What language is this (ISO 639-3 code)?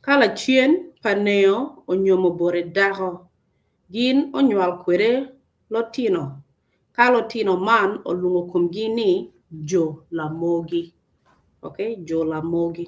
ach